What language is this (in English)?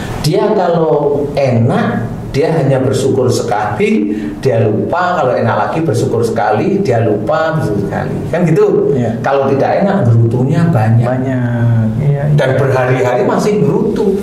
Indonesian